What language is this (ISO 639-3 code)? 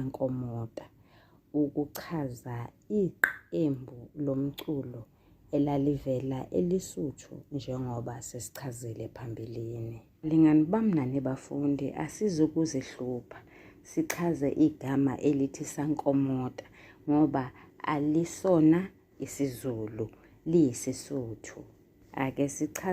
zul